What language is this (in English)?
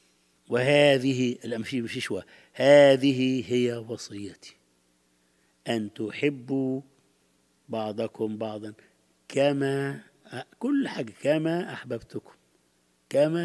Egyptian Arabic